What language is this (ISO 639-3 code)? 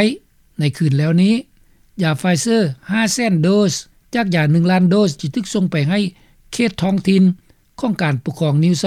lao